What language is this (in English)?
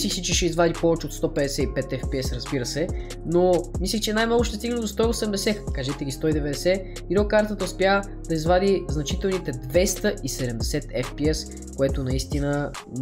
Bulgarian